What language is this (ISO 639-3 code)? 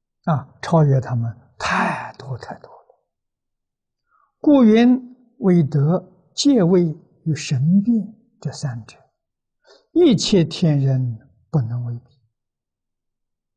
zho